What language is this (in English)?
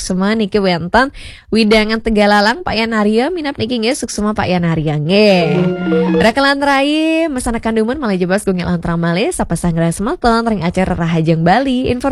Balinese